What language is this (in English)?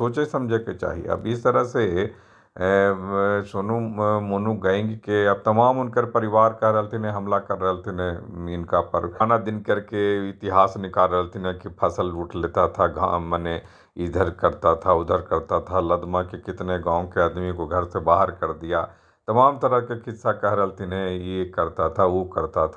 Magahi